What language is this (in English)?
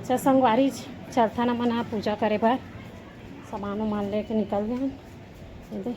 Chhattisgarhi